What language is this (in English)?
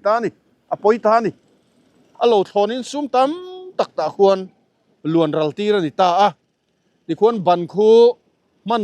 Mizo